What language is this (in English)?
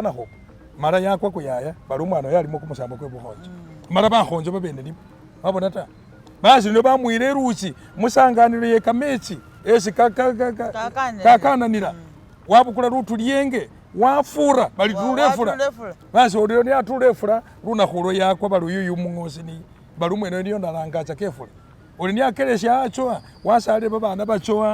Masaaba